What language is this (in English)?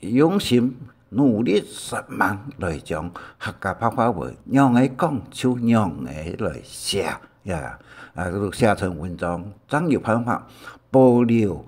Hakka Chinese